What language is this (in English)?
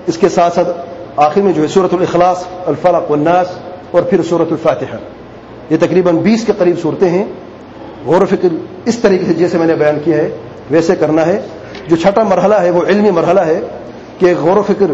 Urdu